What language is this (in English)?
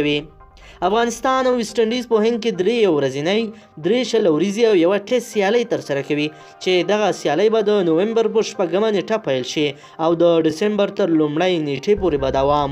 Pashto